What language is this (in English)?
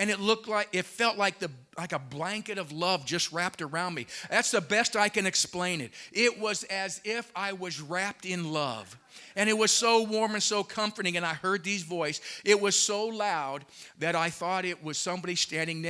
English